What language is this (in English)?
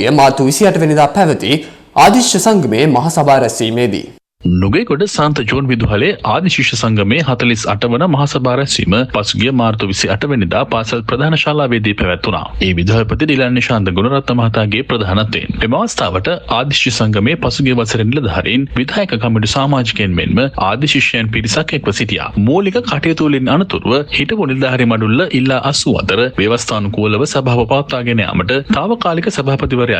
Sinhala